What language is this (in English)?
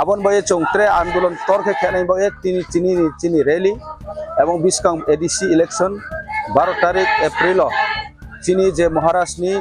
Riang (India)